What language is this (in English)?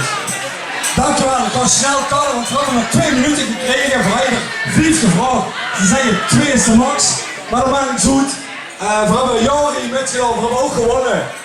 Limburgish